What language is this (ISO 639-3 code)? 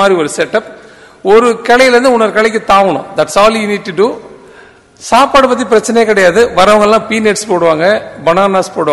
tam